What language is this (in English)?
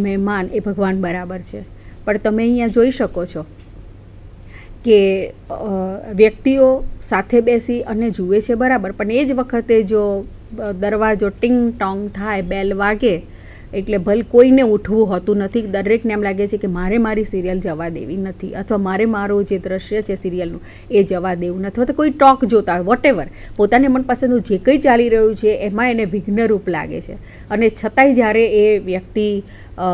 Gujarati